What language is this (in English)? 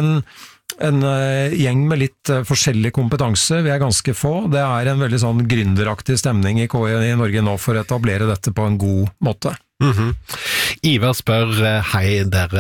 Norwegian